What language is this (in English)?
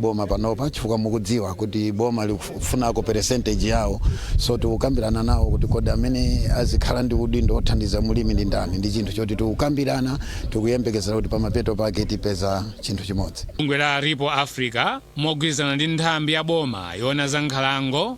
Nyanja